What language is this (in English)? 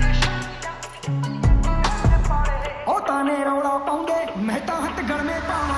Punjabi